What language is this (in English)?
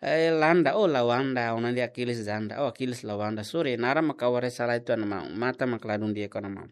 Tetum